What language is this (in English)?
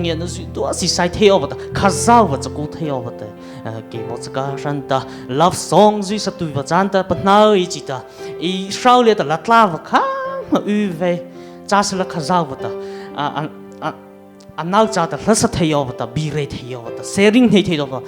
Mara Chin